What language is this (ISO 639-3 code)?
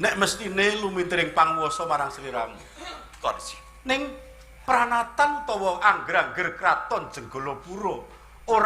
jav